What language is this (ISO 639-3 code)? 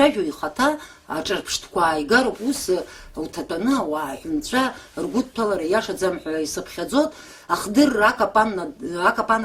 abk